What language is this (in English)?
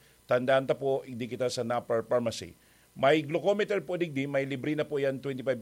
Bikol